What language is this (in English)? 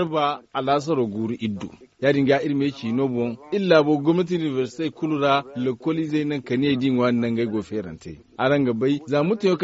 Zarma